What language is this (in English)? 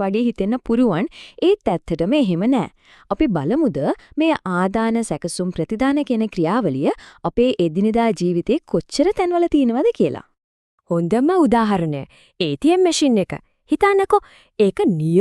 Sinhala